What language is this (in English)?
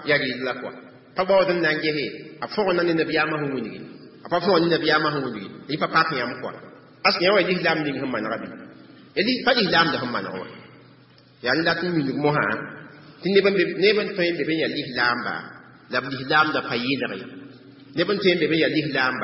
Mossi